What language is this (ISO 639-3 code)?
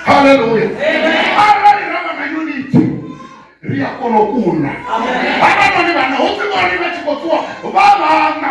ven